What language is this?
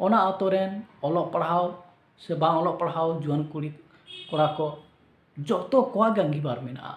Santali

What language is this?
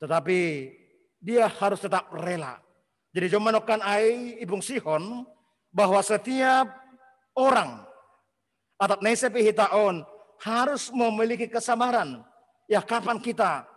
Batak Simalungun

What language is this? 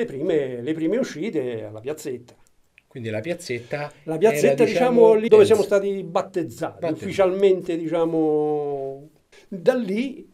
Italian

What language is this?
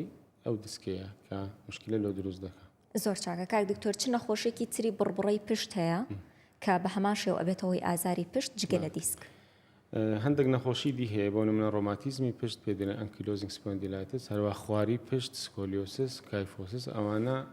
Central Kurdish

